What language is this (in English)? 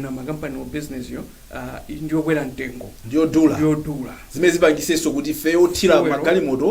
Nyanja